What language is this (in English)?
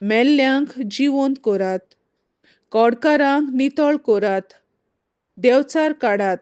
Konkani